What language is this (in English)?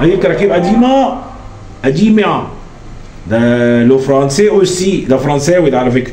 Egyptian Arabic